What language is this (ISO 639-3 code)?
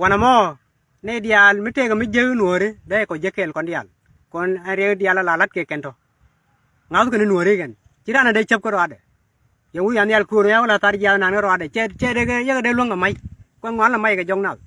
nus